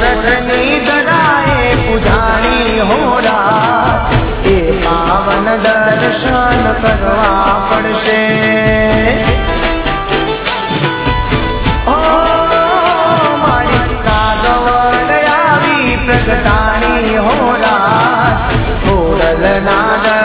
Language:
Gujarati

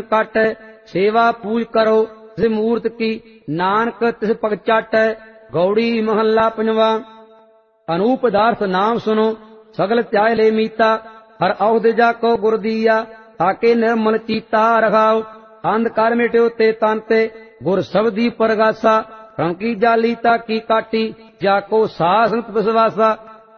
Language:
Punjabi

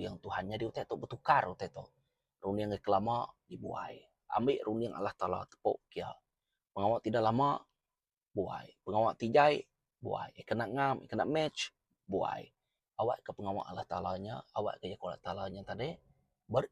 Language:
Iban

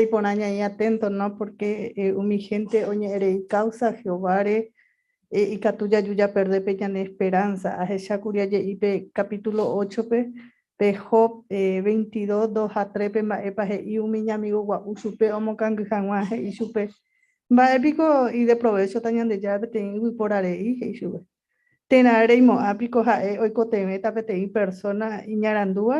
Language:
Guarani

